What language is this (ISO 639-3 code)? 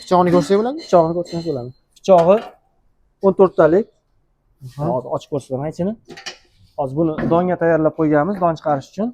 uzb